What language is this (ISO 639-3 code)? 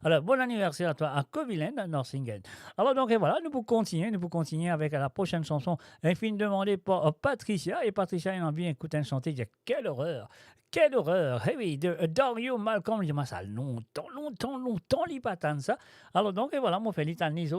mfe